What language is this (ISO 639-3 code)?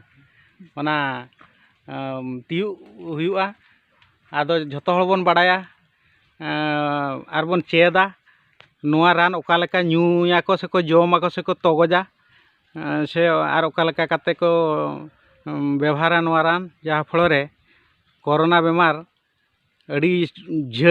sat